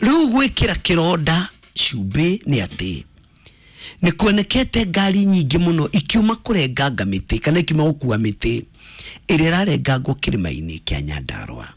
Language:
Kikuyu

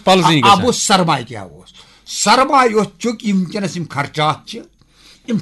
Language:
Kashmiri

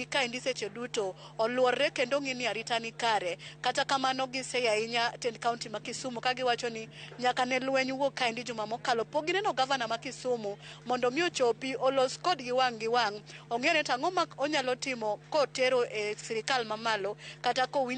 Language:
Luo (Kenya and Tanzania)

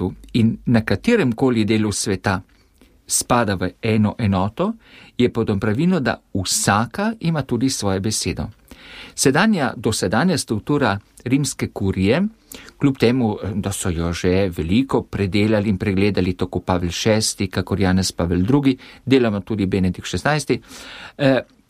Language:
Slovenian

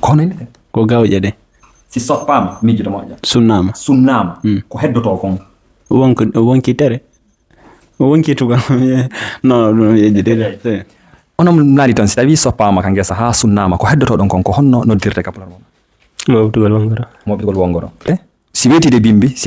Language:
Fula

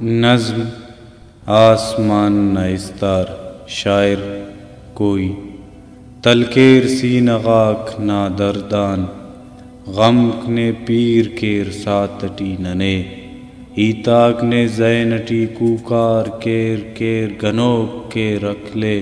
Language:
Brahui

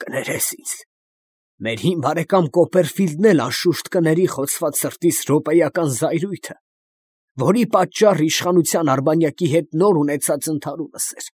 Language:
Armenian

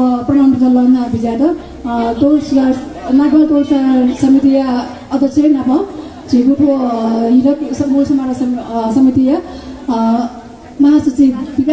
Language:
Newari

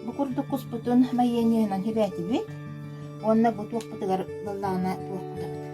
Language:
Yakut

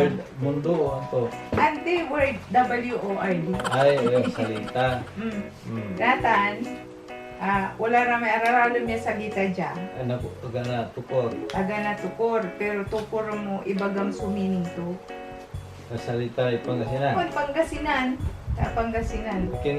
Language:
Pangasinan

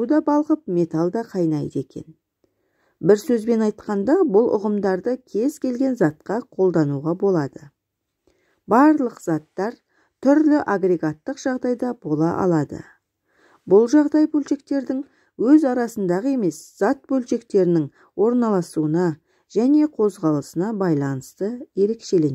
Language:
Kazakh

